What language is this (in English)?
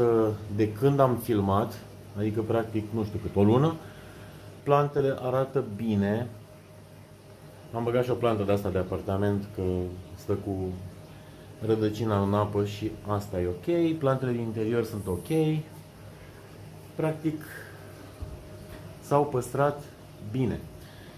Romanian